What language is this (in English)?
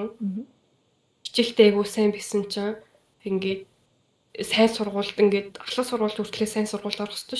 Mongolian